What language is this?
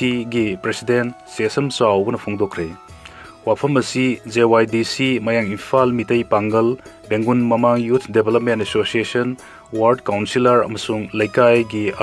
Manipuri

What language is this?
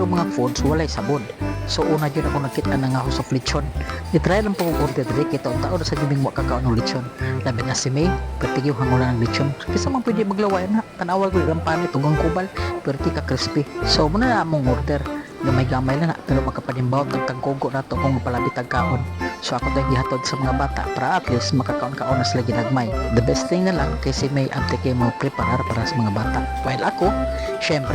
Cebuano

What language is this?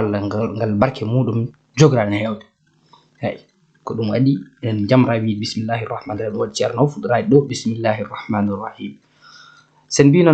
Fula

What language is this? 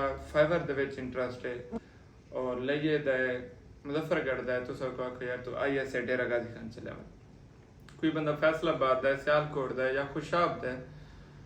Saraiki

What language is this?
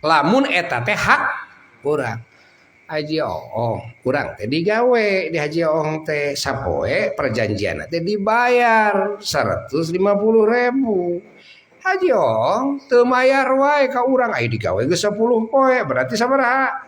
Sundanese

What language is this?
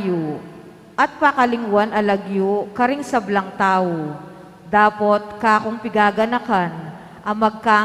Pampanga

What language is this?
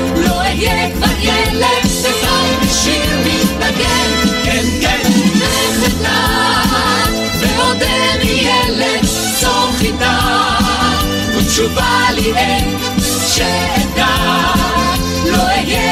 Hebrew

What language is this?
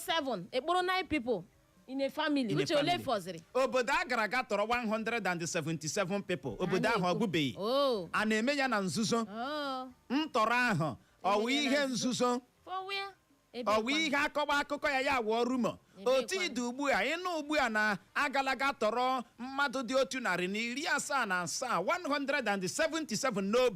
Igbo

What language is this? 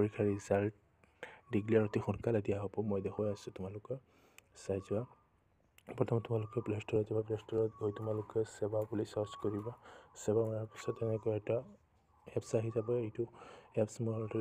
Assamese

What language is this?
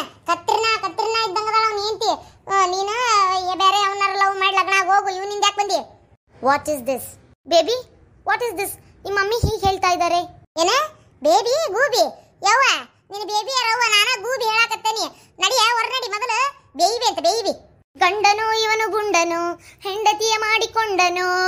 Kannada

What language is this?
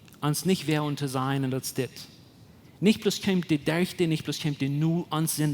Plautdietsch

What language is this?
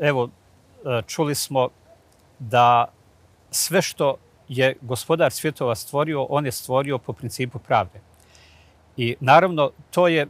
Bosnian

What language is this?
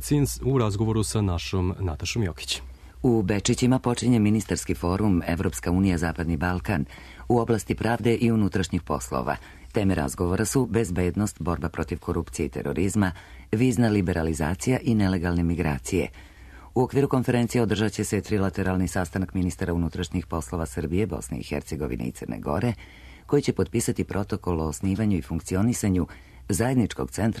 Serbian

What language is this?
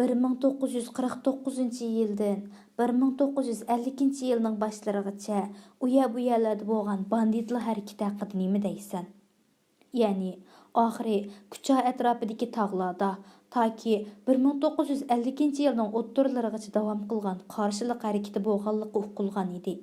Uyghur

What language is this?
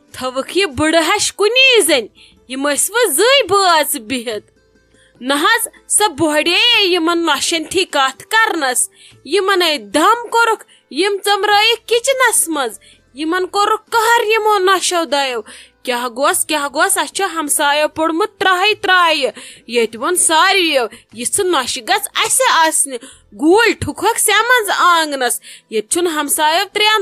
Kashmiri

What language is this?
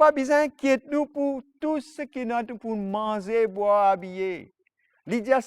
Morisyen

